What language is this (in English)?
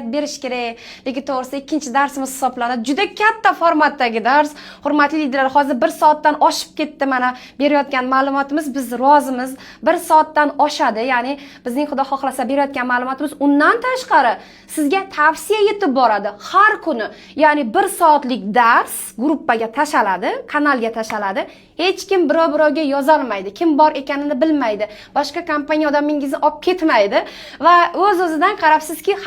Uzbek